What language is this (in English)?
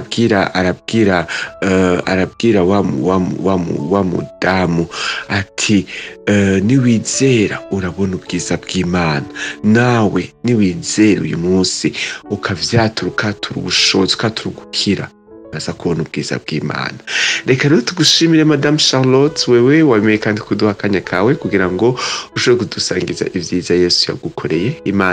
Rundi